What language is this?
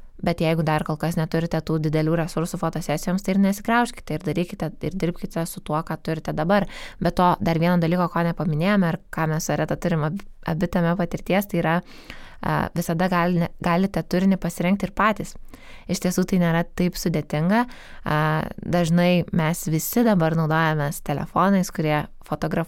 Lithuanian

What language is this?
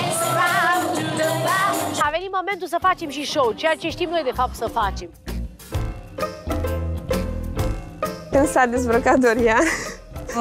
Romanian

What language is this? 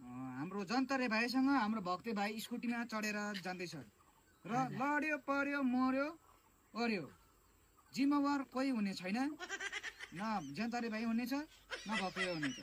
Nepali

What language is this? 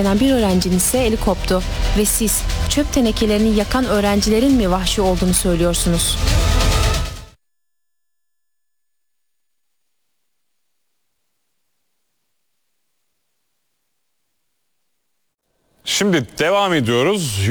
Turkish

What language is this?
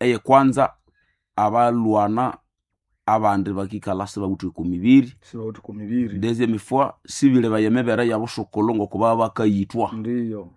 Nande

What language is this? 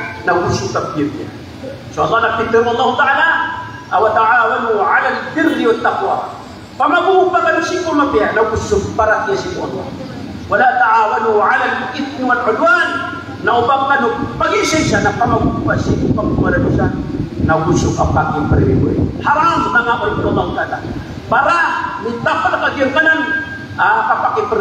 Maranao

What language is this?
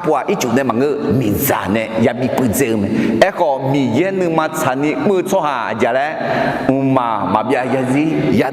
Akha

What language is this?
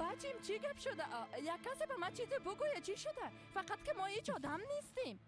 Persian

